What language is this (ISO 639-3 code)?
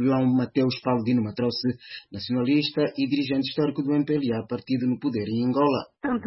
por